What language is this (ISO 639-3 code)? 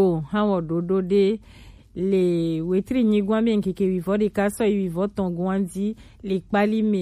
gej